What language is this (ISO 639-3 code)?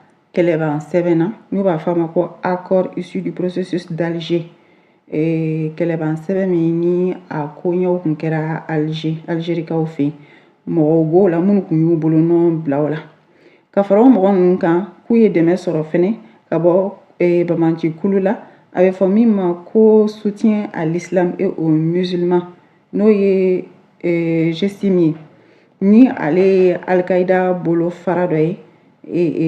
bam